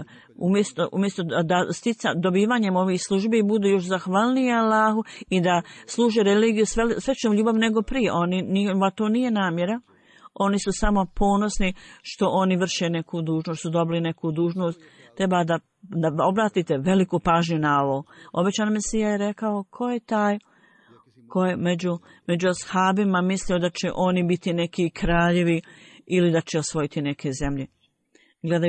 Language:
Bosnian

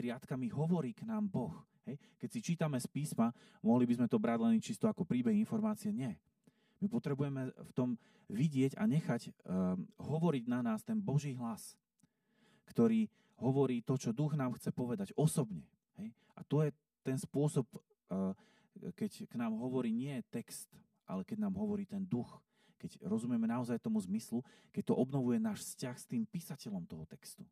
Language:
Slovak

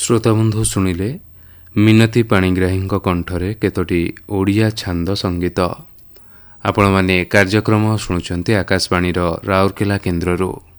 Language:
Odia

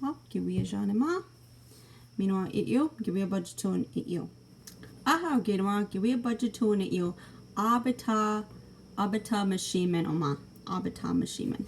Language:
Chippewa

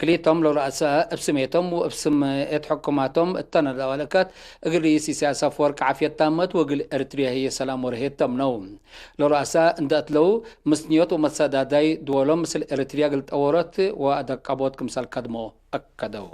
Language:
Tigre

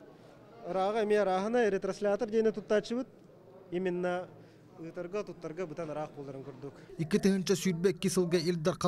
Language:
Yakut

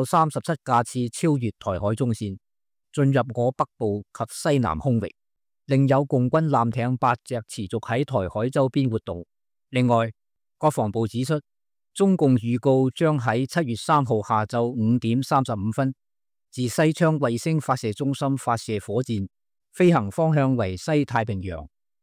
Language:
Cantonese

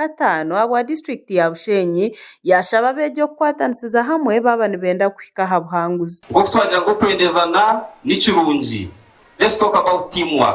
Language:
Nyankole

